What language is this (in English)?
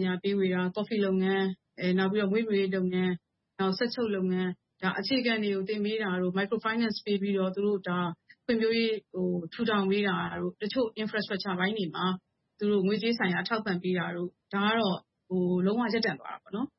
Burmese